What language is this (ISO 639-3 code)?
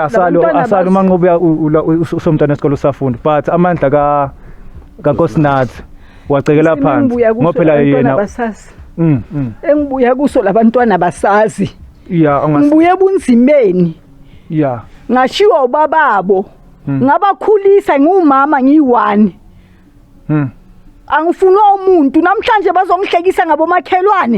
zul